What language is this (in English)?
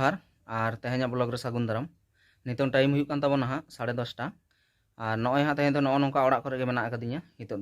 Santali